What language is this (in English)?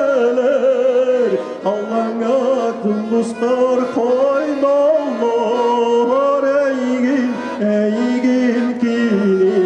Yakut